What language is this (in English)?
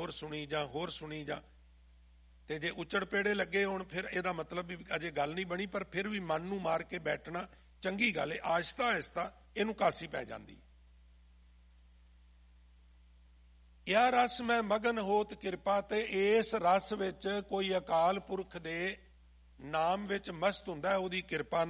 Punjabi